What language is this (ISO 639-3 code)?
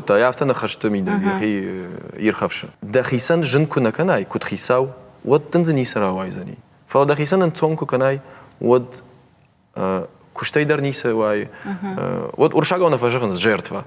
oss